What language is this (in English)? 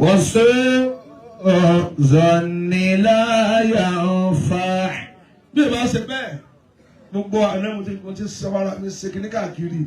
Yoruba